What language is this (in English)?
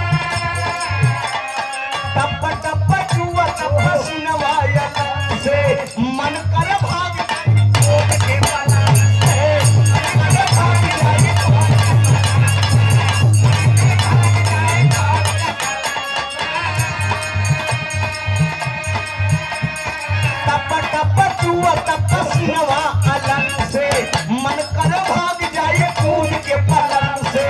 Bhojpuri